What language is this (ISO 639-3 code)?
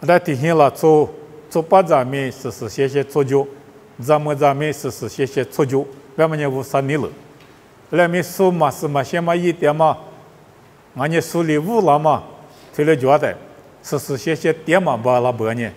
lis